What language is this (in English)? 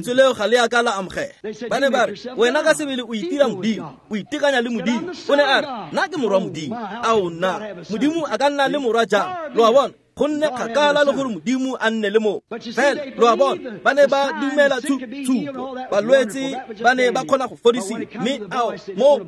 Tswana